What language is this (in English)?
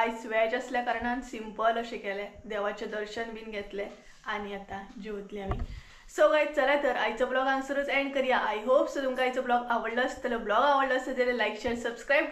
Konkani